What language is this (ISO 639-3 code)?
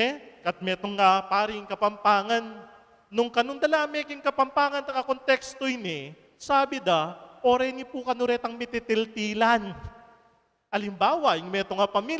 pam